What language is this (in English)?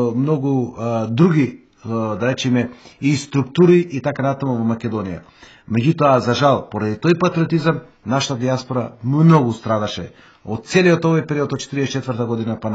Macedonian